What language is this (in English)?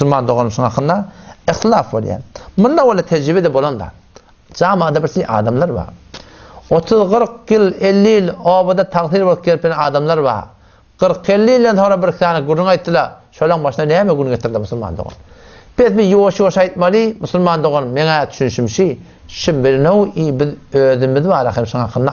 Turkmen